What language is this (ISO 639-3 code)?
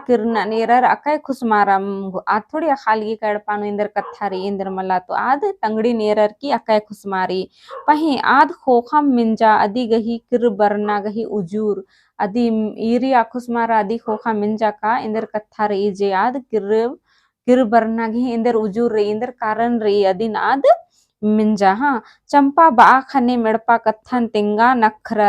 kru